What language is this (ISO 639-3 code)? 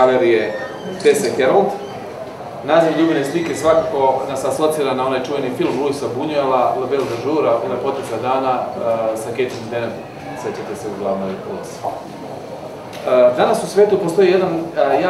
srp